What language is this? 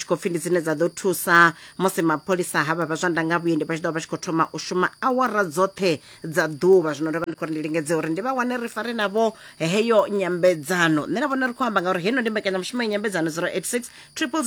Venda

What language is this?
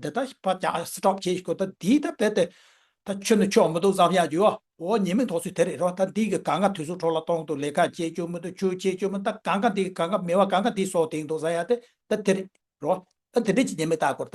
Tibetan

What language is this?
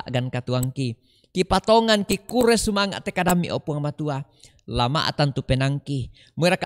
Toraja-Sa'dan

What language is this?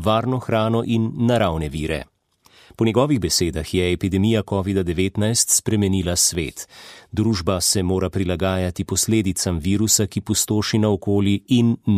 Slovenian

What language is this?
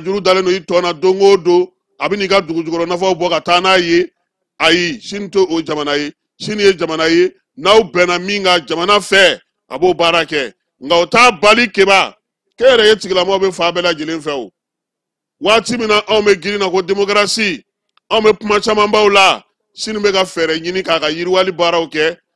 Bambara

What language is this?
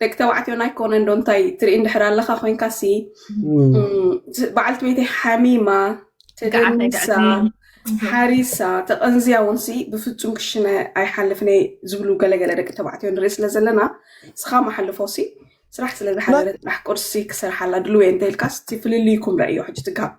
Tigrinya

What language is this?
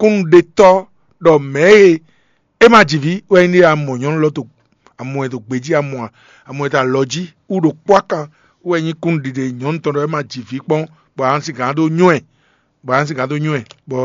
Fon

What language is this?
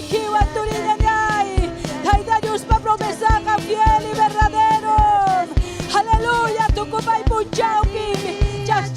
Ayacucho Quechua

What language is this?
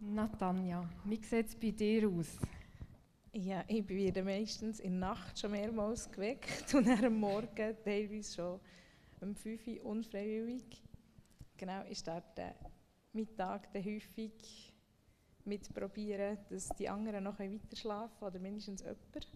Swiss German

